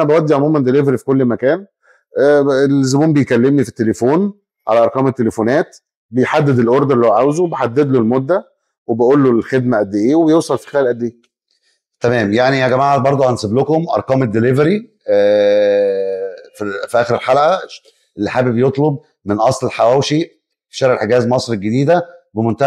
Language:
Egyptian Arabic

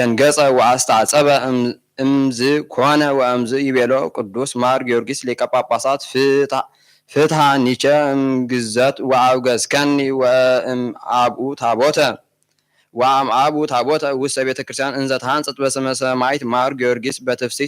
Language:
Geez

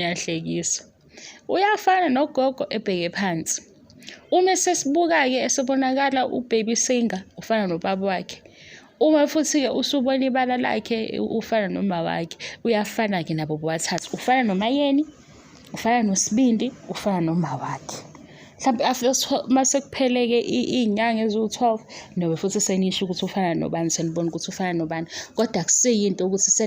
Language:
Zulu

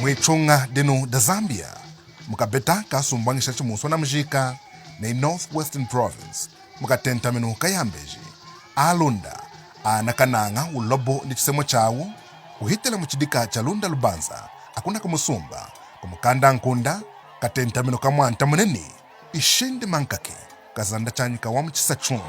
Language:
Lunda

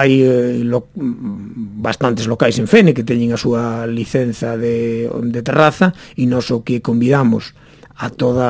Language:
Galician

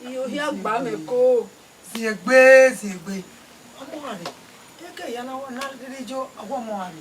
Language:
Bini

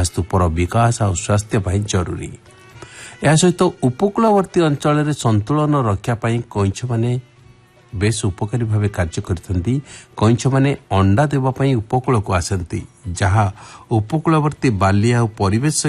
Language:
Odia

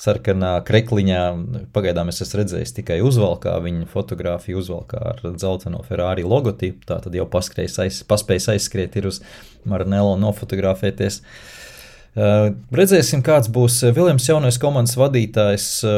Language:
Latvian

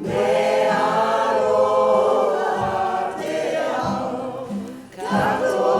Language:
Māori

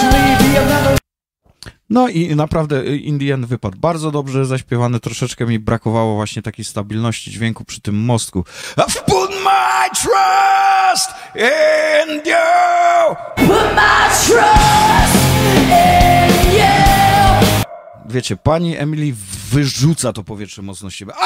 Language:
Polish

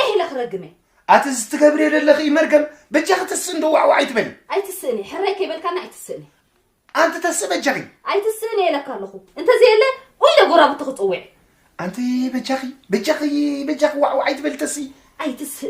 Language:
Tigrinya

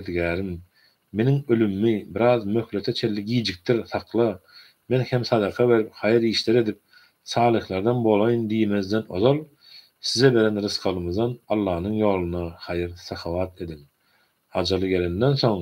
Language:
Turkmen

